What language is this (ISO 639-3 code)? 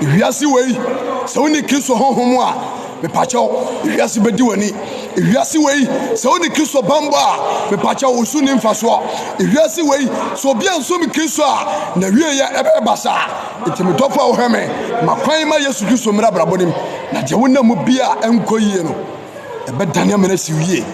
aka